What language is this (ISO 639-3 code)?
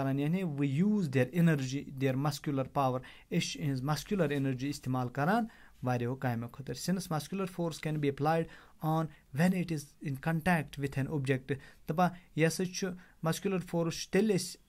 kas